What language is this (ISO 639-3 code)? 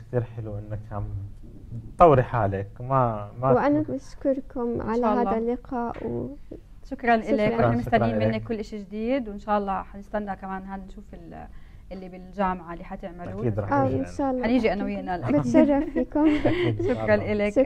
apc